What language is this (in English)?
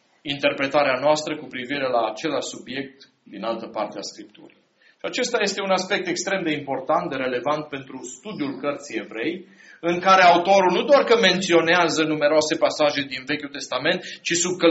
Romanian